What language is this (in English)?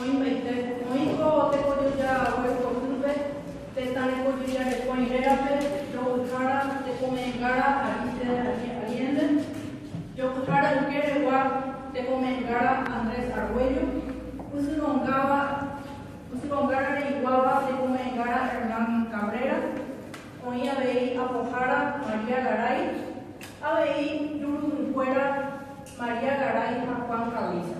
Guarani